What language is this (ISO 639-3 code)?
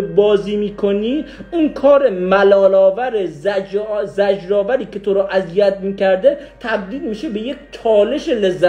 fas